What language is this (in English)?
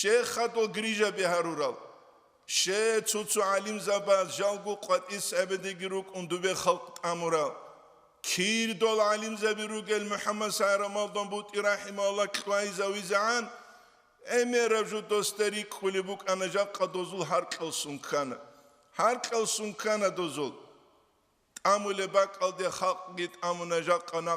Avaric